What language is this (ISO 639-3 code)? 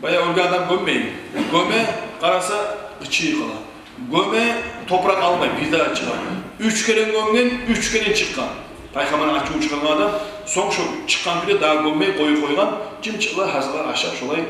kum